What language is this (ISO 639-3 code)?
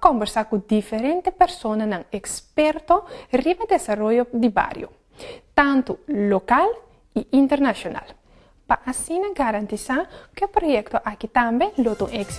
pap